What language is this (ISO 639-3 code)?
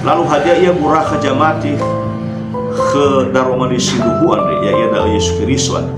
nia